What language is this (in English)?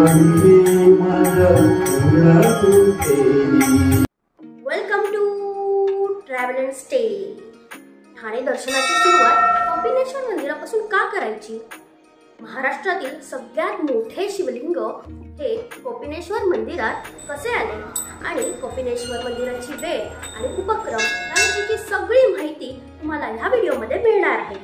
Marathi